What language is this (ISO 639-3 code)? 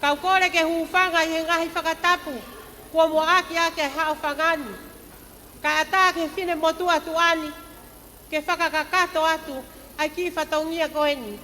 ton